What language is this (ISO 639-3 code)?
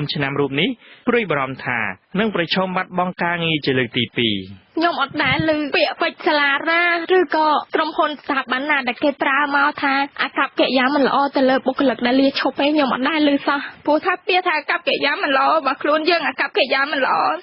khm